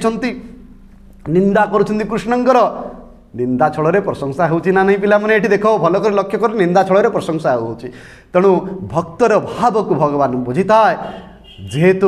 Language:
Odia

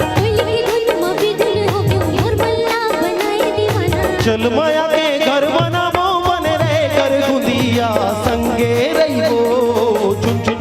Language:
Chhattisgarhi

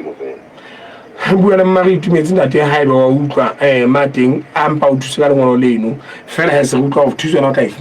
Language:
Southern Sotho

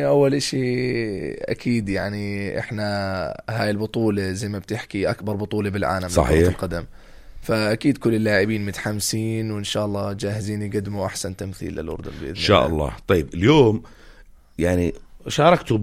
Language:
North Levantine Arabic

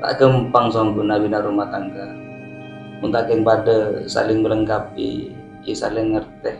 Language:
Madurese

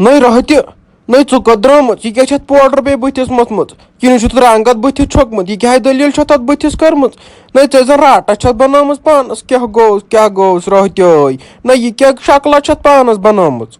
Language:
Kashmiri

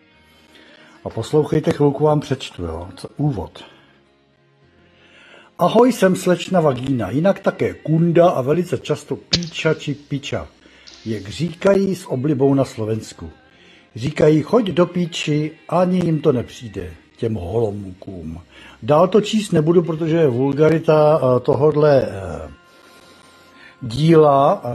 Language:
Czech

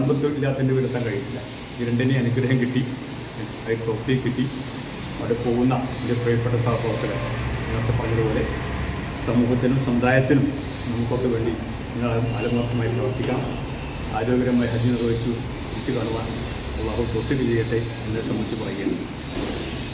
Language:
Malayalam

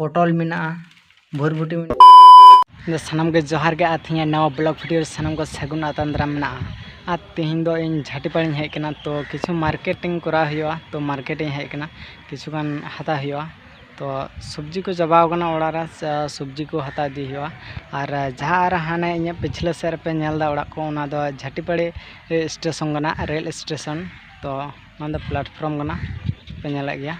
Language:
Santali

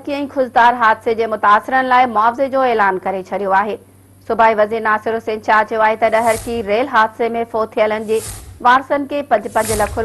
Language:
Sindhi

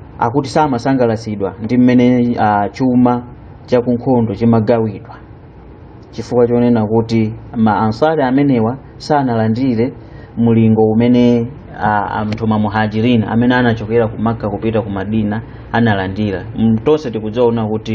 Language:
Nyanja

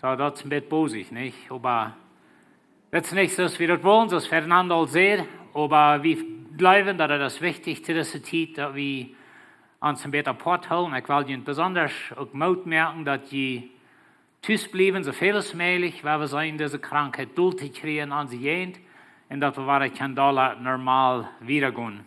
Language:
Plautdietsch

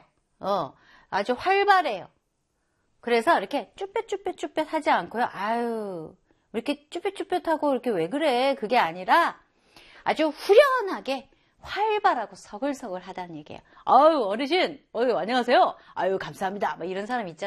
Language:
Korean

